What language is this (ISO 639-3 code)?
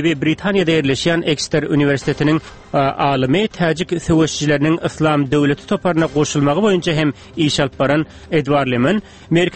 tuk